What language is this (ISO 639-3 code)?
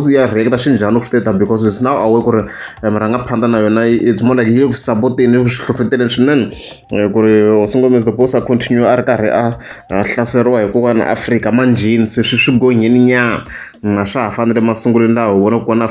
tso